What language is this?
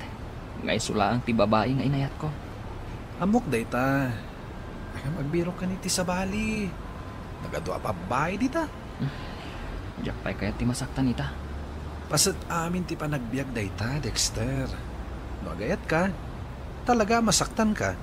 Iloko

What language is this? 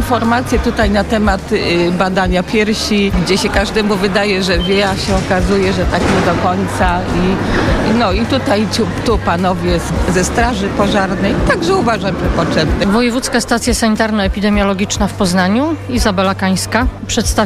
Polish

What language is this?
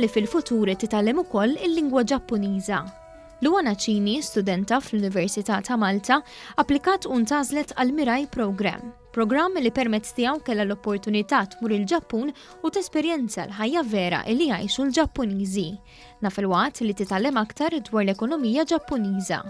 Maltese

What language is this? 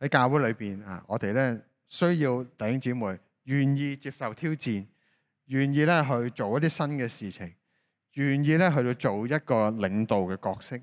Cantonese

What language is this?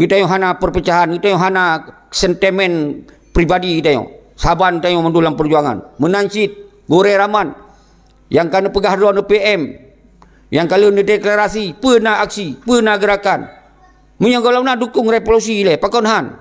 Achinese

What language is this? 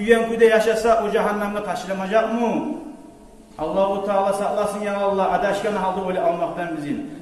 Kumyk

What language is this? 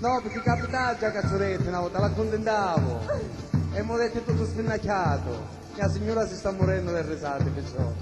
Sicilian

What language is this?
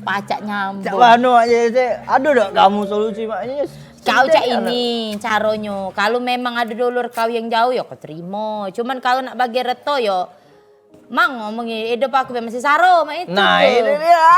Musi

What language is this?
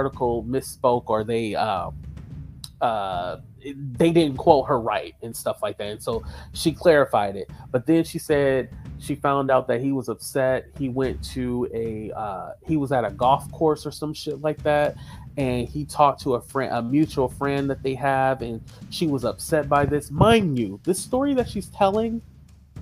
English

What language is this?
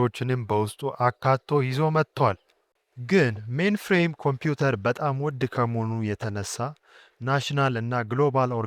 Amharic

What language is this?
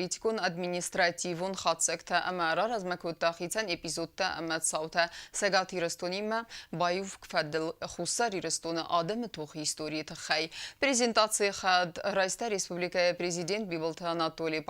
Ossetic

